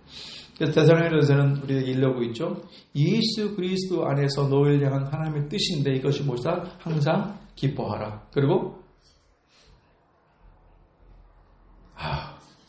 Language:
Korean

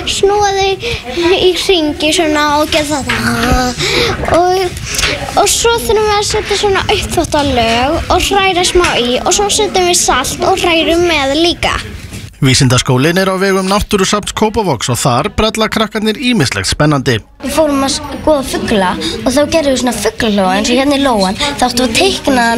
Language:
Icelandic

